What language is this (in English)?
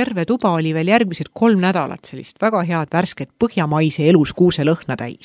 Estonian